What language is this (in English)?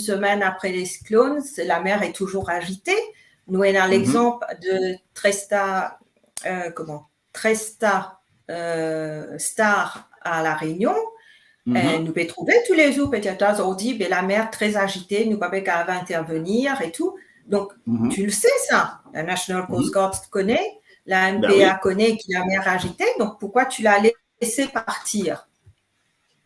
Morisyen